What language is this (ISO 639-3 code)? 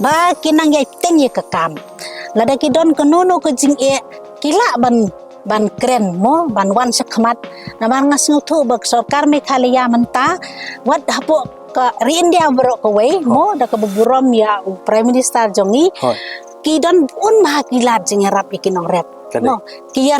kha